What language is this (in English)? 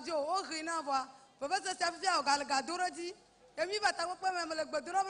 Ewe